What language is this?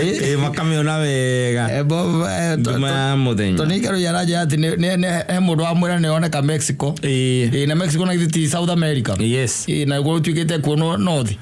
Kikuyu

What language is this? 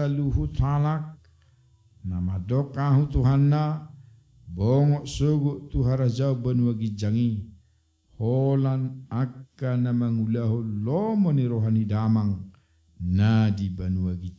Batak Toba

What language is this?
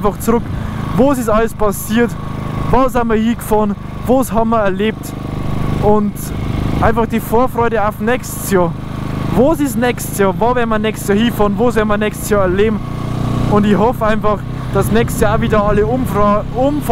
Bavarian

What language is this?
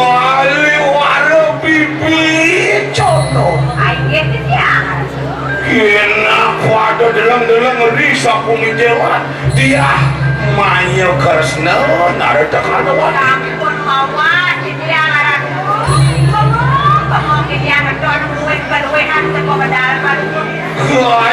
Balinese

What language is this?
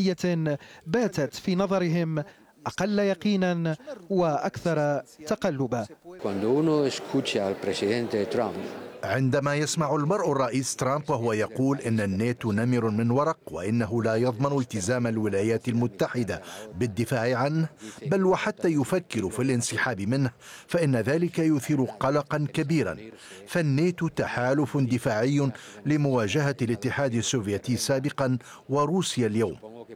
Arabic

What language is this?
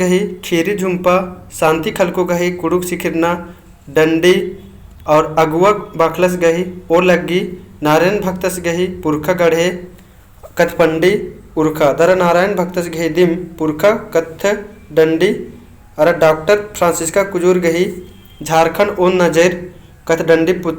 Kurukh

